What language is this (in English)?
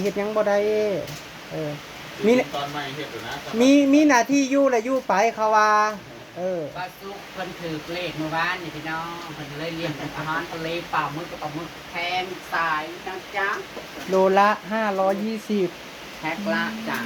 Northeastern Thai